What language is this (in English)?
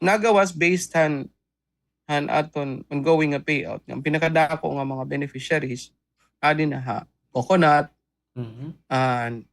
Waray